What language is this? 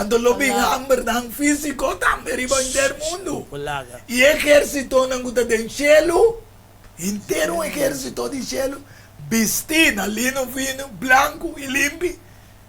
Papiamento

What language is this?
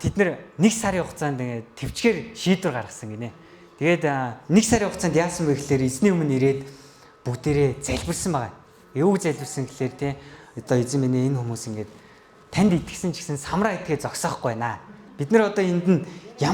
Mongolian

